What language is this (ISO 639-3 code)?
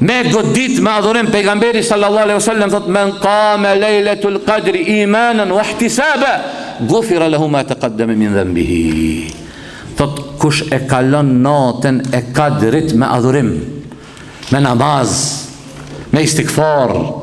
sqi